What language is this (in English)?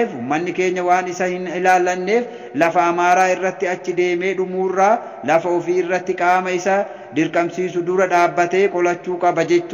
Oromo